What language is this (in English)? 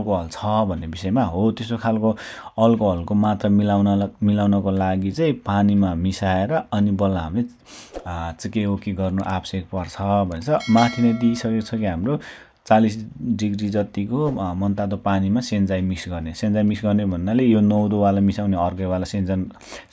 Nepali